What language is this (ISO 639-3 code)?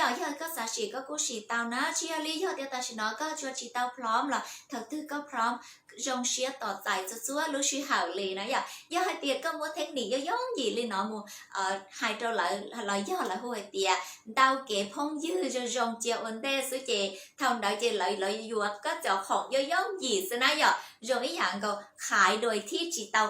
hmn